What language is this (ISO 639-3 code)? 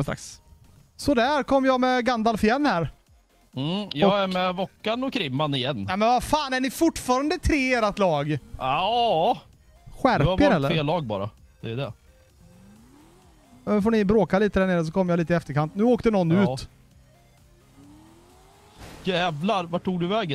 swe